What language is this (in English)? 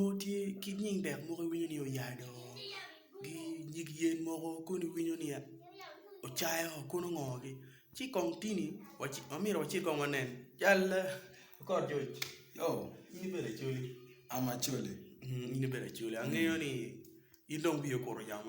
Acoli